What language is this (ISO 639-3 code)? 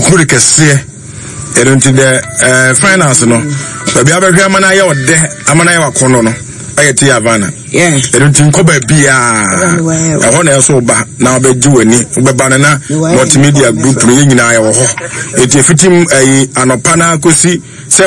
aka